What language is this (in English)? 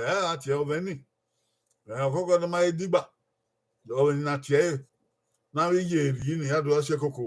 Bini